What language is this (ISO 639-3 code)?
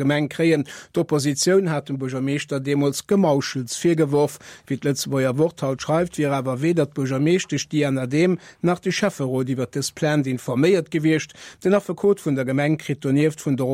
ltz